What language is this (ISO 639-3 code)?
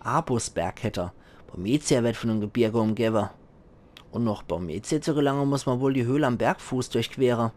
pfl